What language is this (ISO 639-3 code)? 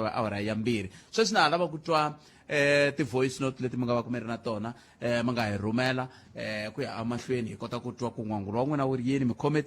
tso